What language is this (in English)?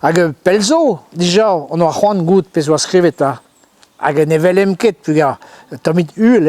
Breton